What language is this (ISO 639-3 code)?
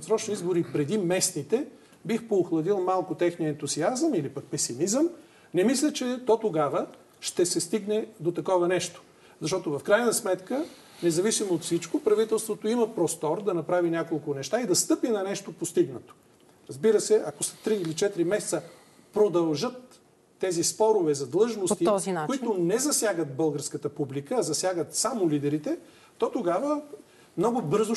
bul